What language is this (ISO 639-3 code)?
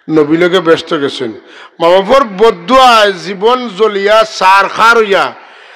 syl